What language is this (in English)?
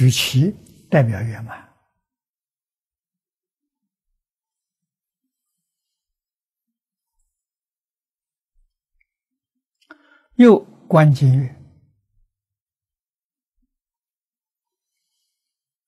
Chinese